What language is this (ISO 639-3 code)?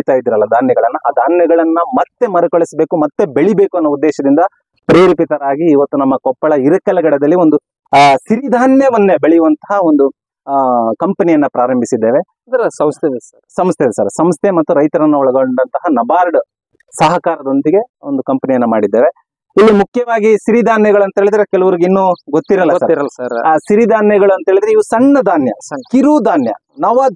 kan